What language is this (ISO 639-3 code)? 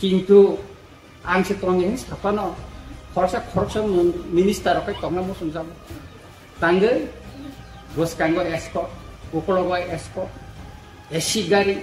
trp